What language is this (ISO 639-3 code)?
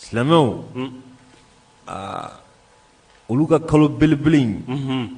bam